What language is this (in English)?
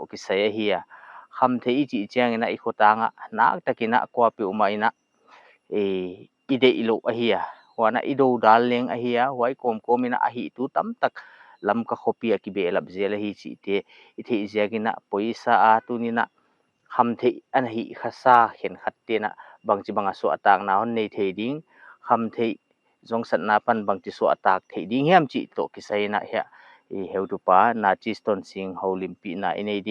Paite Chin